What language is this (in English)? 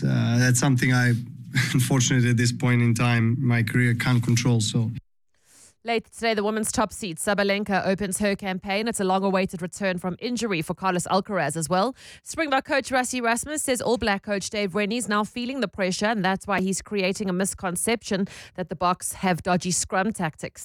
English